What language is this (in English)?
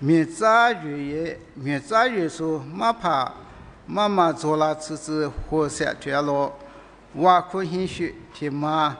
Lisu